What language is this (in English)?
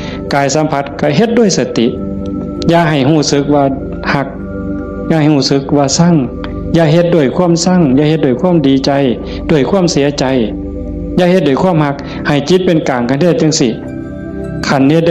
Northeastern Thai